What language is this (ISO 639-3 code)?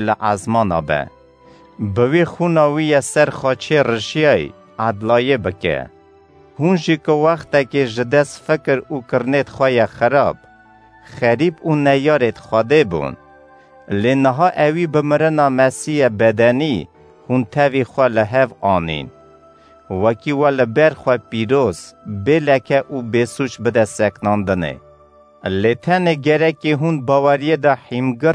kur